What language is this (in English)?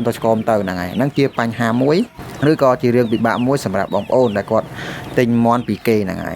Khmer